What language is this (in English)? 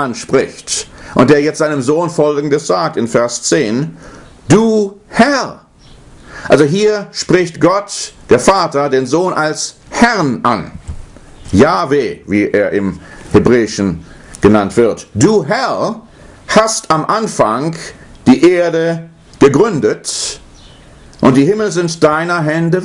German